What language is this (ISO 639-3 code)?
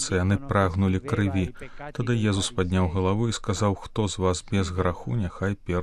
bel